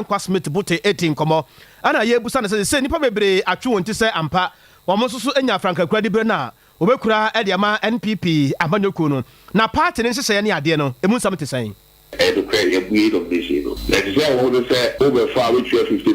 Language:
Akan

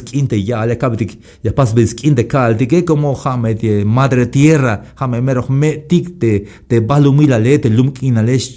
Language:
Tzeltal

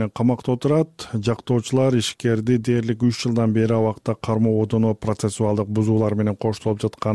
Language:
Kyrgyz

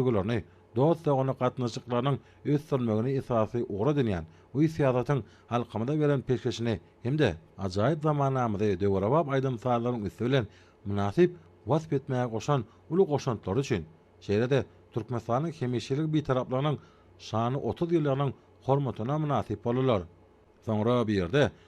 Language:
Turkmen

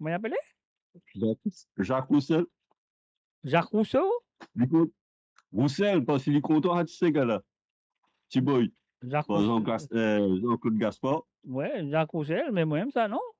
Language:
Morisyen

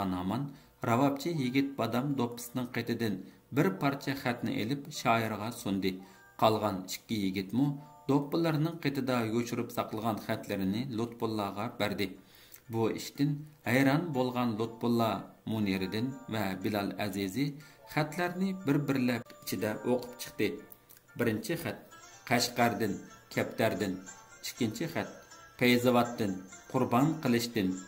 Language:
Uyghur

